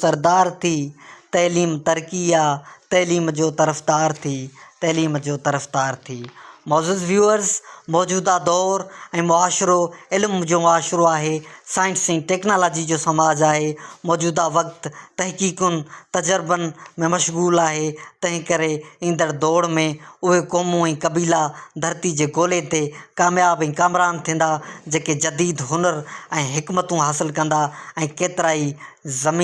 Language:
Sindhi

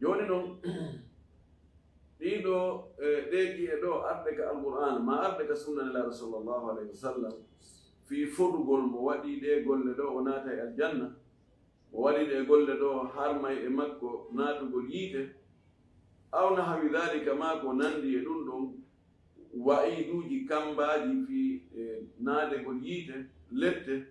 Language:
Fula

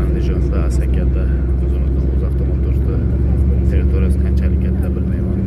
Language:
Uzbek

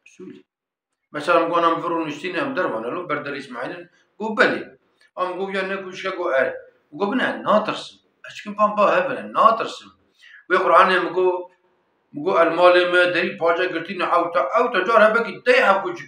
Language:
Kurdish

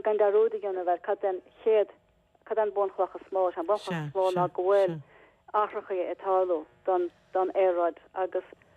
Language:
Irish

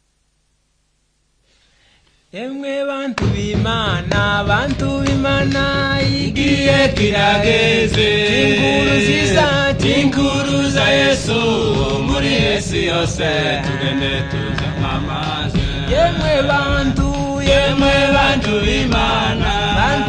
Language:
Kinyarwanda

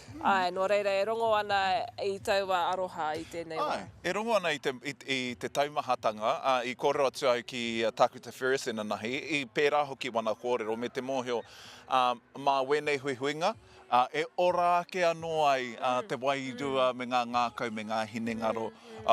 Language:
Māori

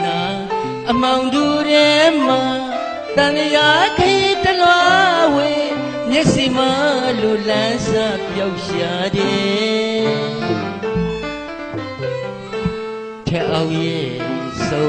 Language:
Burmese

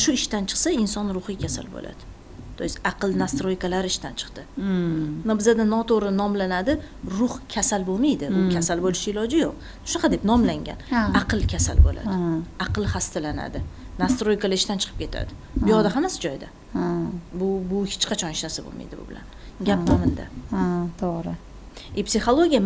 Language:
Uzbek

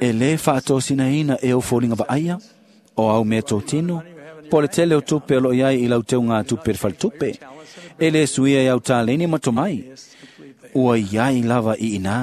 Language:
Samoan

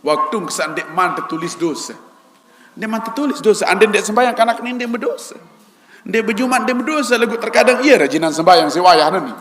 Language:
Sasak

